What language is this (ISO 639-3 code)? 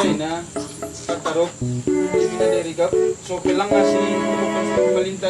btx